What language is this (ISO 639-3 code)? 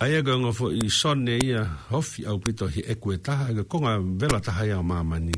ton